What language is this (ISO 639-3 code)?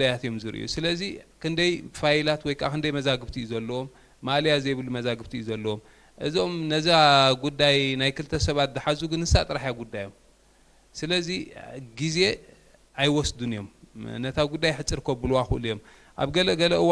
tir